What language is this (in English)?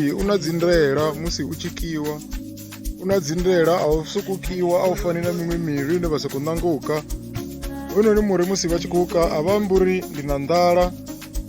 Venda